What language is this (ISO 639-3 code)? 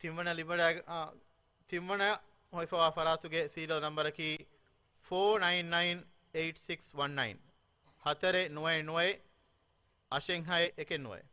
div